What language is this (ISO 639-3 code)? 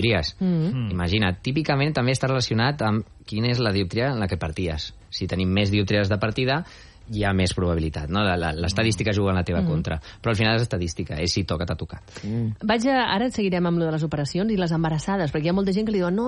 cat